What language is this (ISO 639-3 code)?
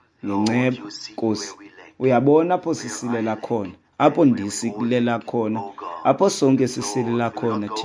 xho